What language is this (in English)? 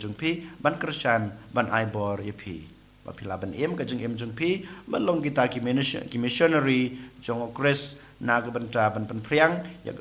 Khasi